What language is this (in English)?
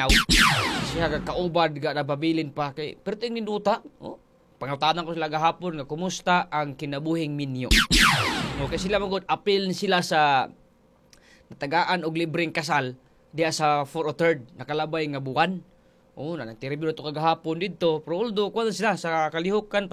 Cebuano